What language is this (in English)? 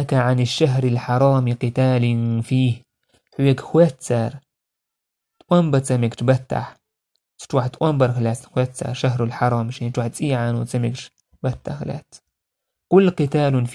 Chechen